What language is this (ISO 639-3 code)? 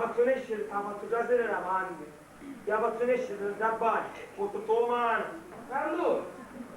scn